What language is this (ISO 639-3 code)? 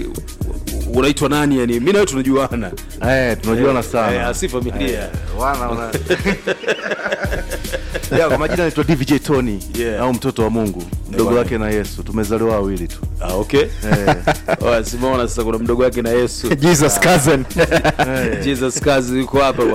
swa